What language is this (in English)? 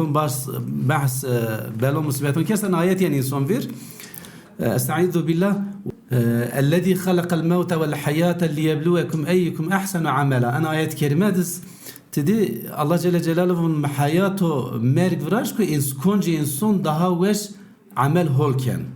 Zaza